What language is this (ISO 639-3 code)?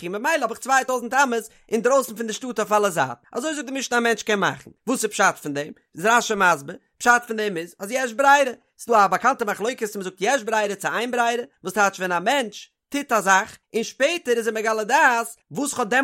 yid